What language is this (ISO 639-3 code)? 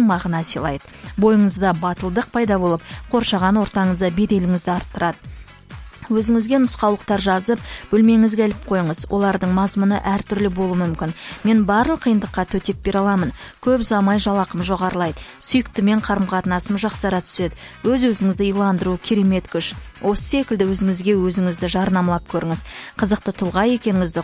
kaz